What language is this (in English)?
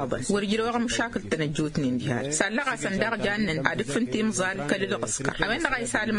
Tamasheq